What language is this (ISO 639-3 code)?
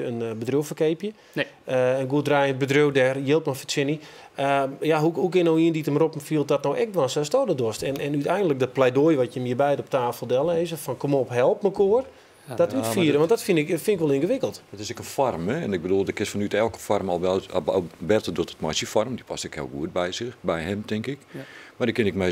fry